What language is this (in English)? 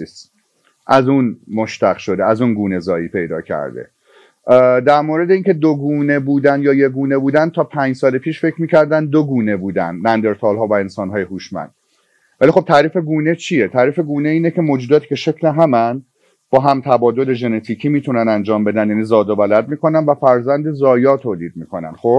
Persian